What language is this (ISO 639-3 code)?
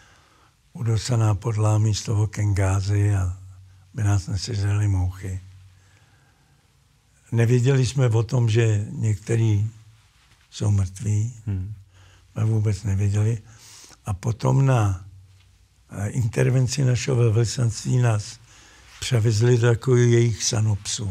ces